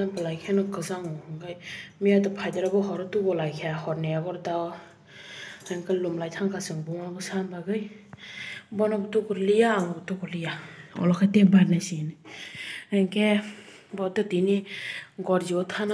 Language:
Kok Borok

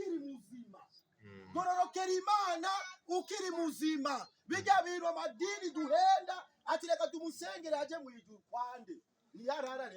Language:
Rundi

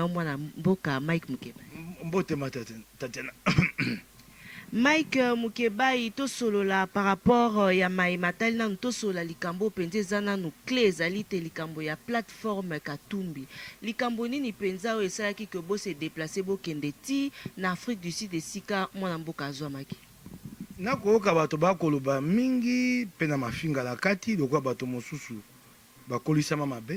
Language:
Lingala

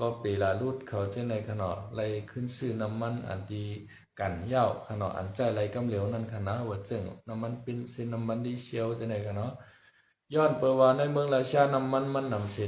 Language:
Shan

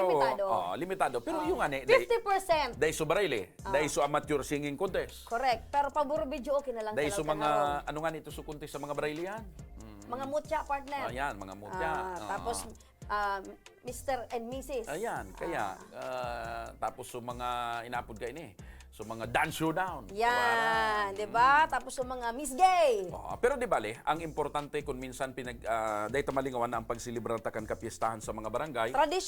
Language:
Bikol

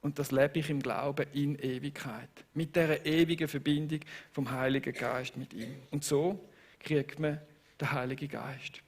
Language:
Swiss German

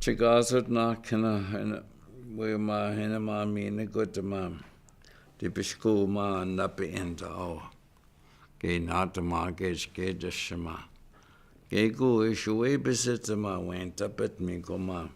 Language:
Chippewa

